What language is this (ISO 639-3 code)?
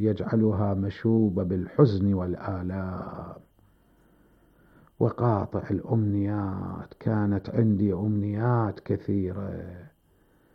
ara